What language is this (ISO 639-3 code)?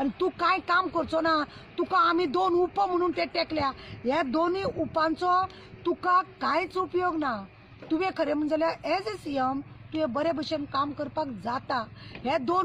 kok